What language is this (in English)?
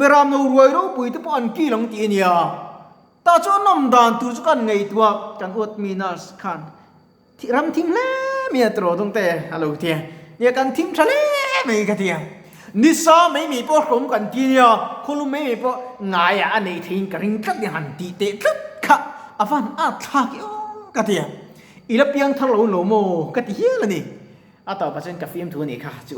Mizo